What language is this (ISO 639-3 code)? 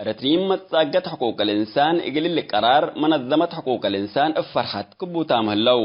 tig